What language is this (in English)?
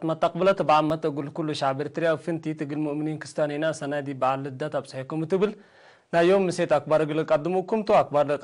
Tigre